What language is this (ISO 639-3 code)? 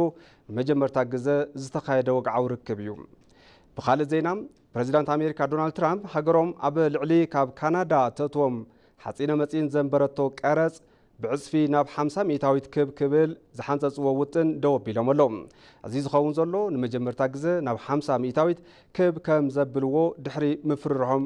tir